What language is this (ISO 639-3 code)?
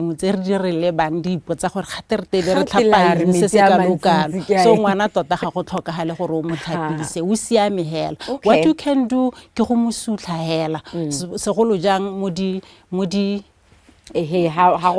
tsn